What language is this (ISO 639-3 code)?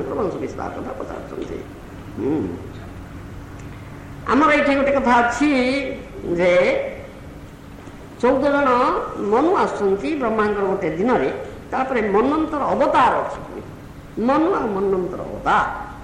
ori